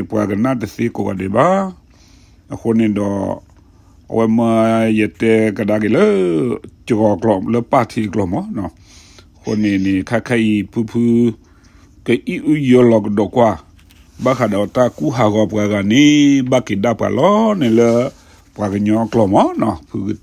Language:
S'gaw Karen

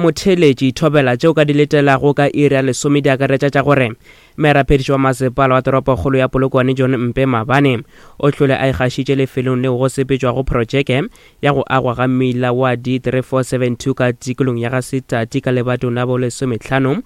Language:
Northern Sotho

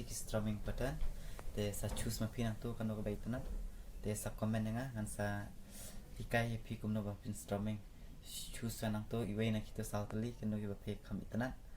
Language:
Khasi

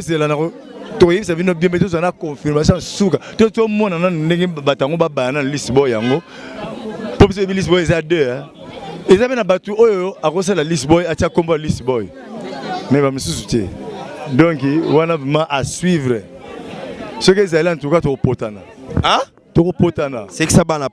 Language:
Lingala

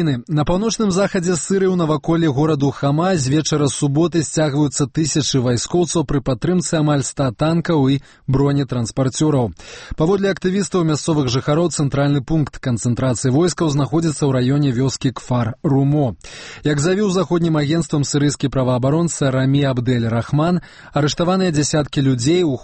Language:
Belarusian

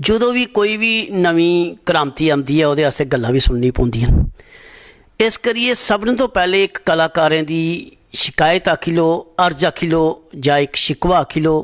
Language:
Dogri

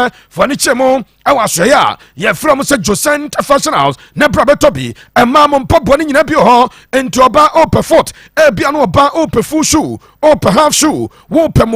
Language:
Akan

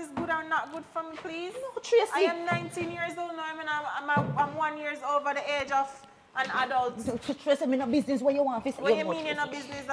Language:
Jamaican Creole English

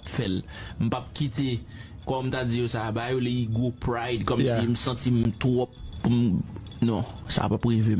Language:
Haitian Creole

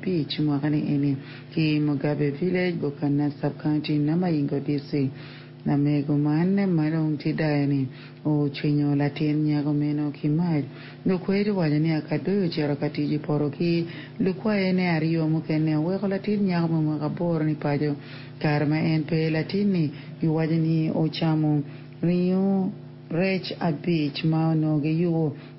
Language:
Acoli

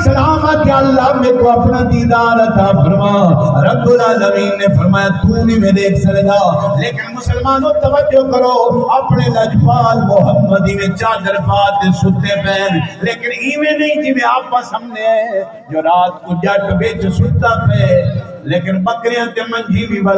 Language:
Saraiki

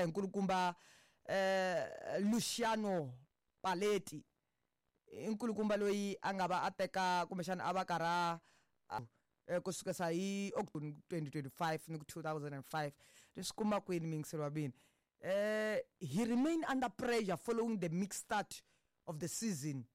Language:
Tsonga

